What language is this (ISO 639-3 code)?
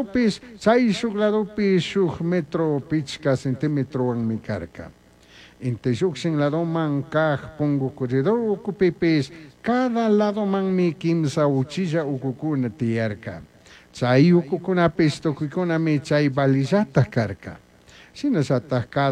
qug